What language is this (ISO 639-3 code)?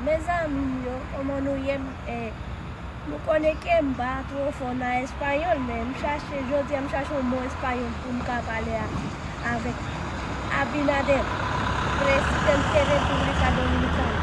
hat